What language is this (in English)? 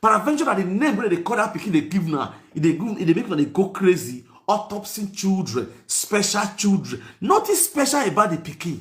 Nigerian Pidgin